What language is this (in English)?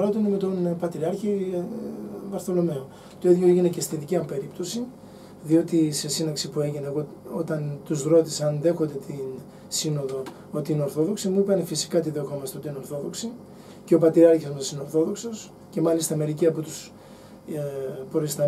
Greek